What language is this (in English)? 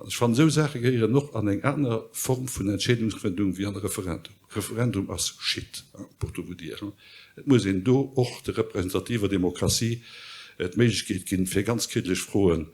Luxembourgish